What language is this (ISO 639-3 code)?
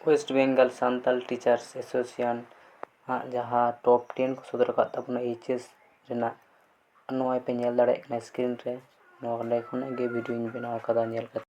sat